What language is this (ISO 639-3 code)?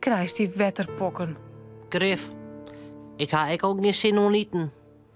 fry